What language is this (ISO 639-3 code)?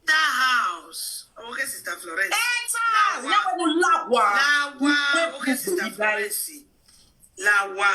pcm